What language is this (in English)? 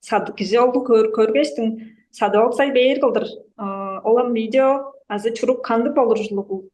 Tuvinian